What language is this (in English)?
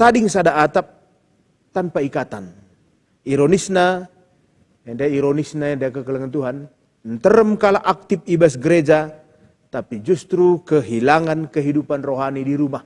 Batak Karo